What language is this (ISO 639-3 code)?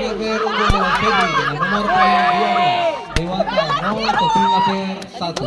abs